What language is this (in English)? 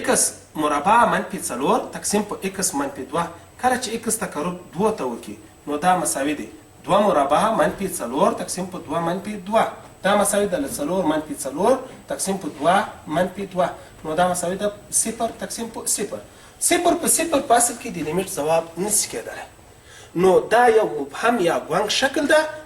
Pashto